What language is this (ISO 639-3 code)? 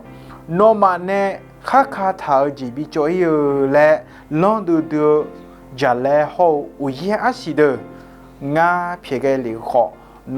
ahk